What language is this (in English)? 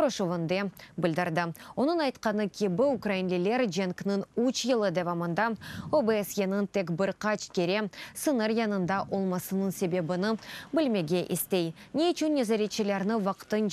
Crimean Tatar